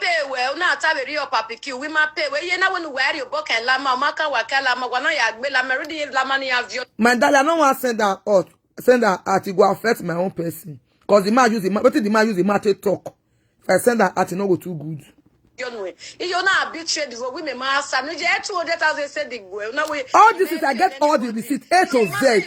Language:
Nigerian Pidgin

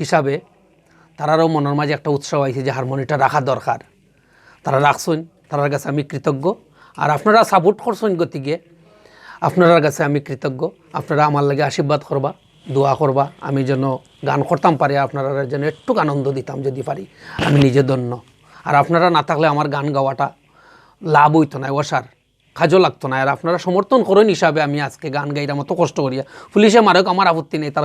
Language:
Sylheti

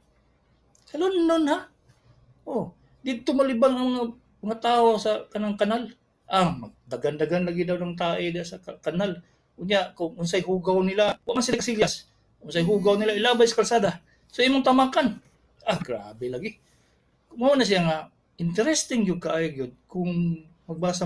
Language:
Cebuano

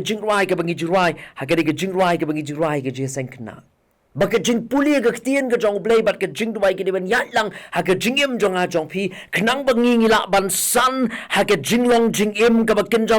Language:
Khasi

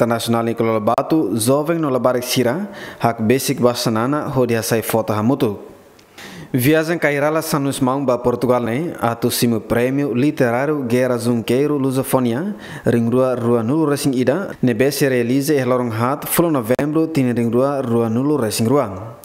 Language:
Tetum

